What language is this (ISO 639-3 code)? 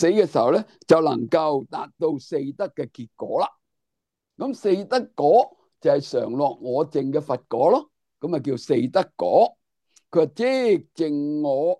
yue